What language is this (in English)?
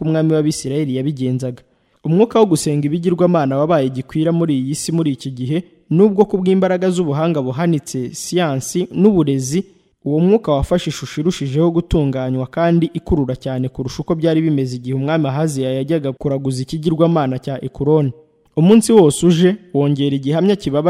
Kinyarwanda